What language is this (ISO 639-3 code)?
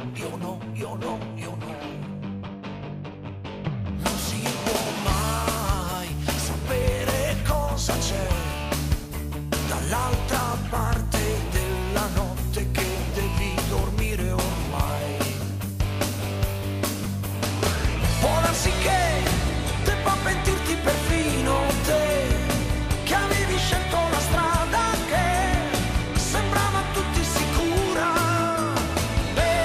ita